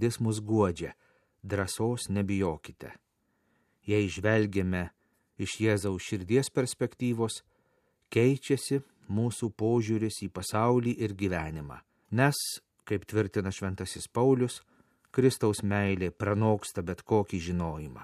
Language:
Lithuanian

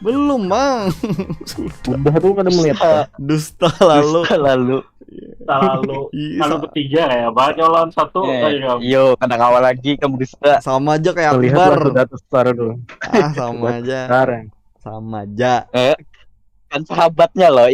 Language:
Banjar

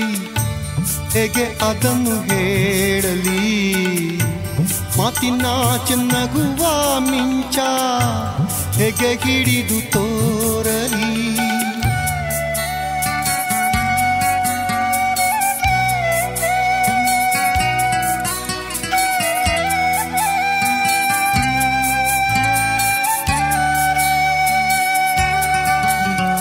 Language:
Kannada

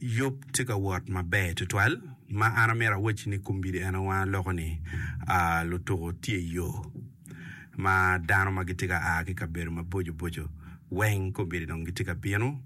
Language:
Acoli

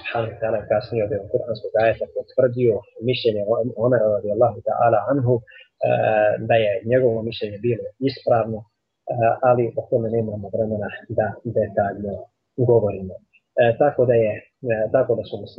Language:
Bosnian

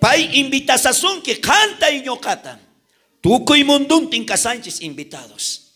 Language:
South Bolivian Quechua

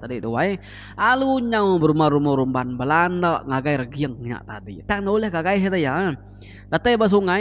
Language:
Iban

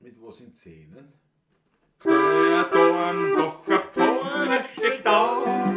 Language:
Bavarian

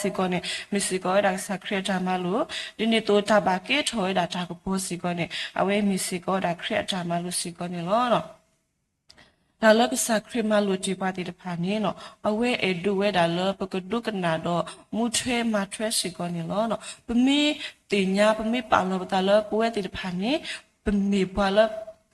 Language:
S'gaw Karen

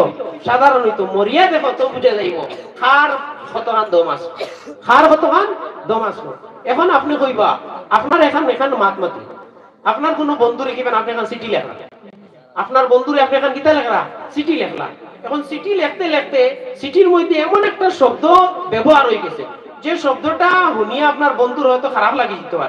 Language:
Sylheti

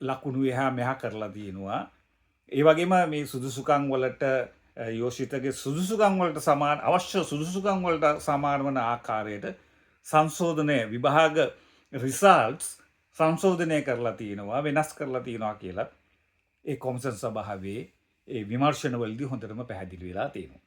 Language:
Sinhala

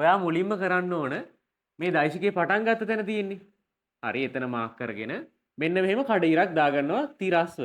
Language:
Sinhala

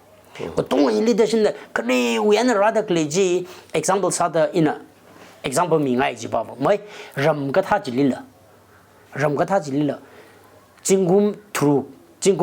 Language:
Tangkhul Naga (India)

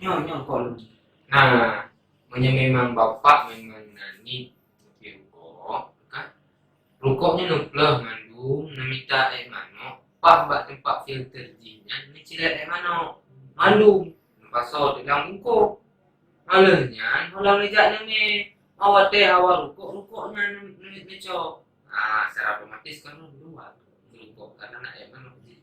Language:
Achinese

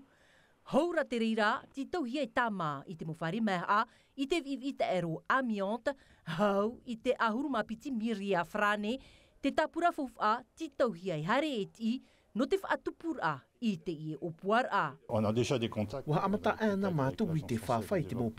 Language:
Tahitian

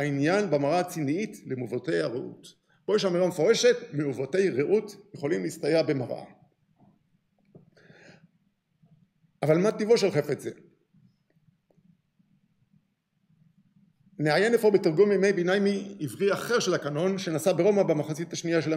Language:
Hebrew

